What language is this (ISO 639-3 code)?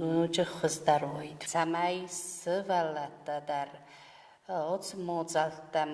oss